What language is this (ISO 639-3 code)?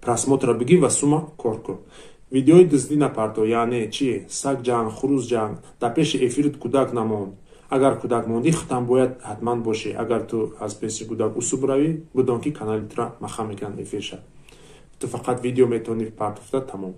tgk